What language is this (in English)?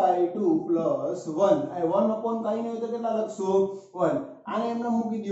Gujarati